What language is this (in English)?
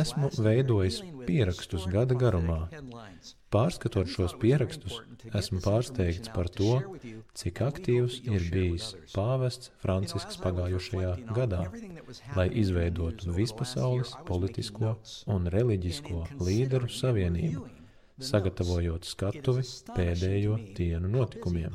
Latvian